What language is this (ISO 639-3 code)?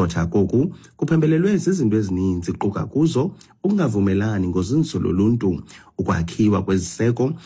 xho